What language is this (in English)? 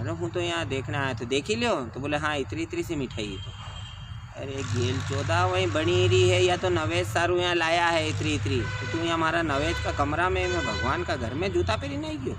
Rajasthani